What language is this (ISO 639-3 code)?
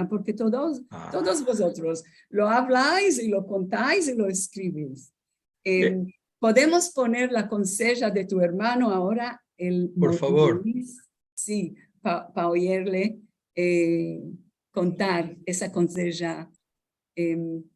lad